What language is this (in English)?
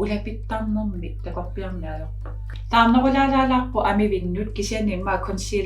Kalaallisut